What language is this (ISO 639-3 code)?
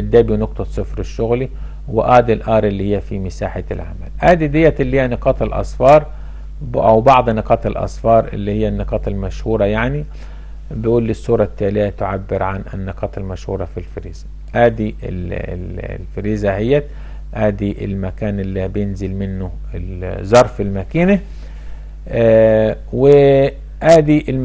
arz